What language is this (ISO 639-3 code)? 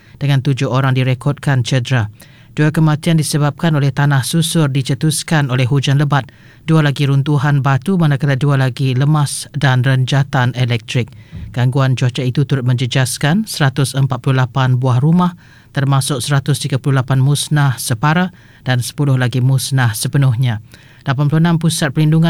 msa